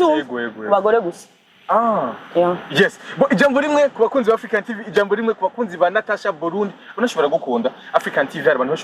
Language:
Rundi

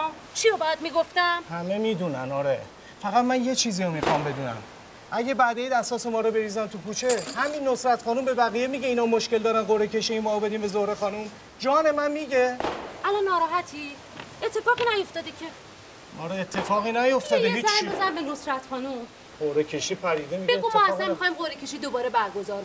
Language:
Persian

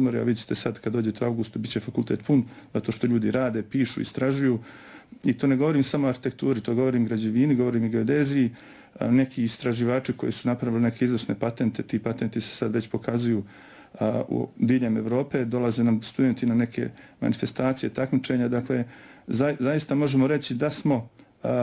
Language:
Bosnian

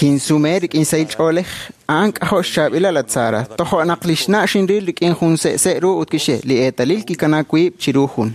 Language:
Kekchí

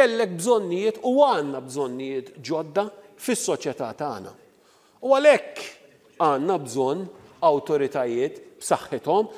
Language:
Maltese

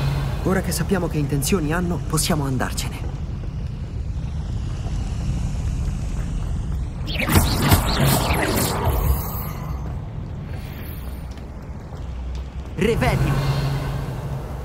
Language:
Italian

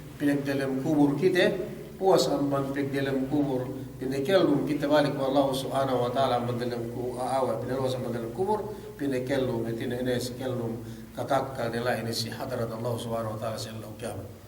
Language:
Yakan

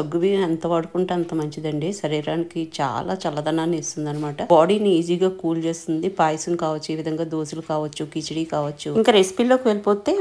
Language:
Telugu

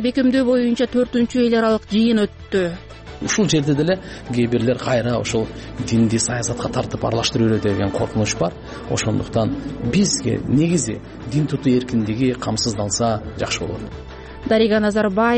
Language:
Kyrgyz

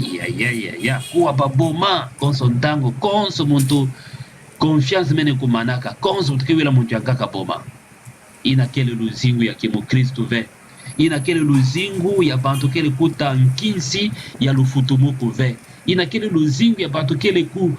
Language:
Kituba (Democratic Republic of Congo)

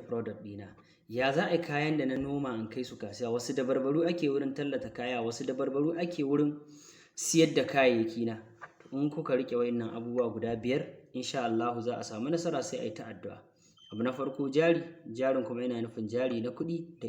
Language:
Hausa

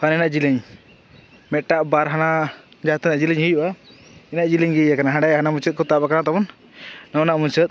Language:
Santali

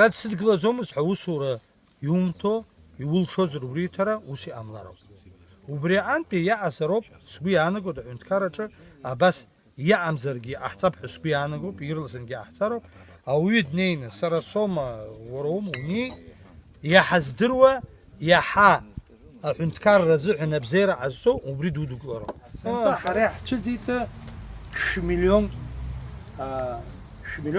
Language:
Abkhazian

